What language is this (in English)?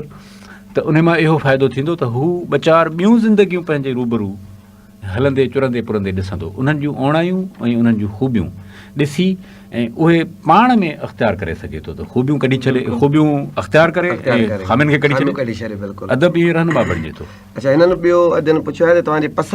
Sindhi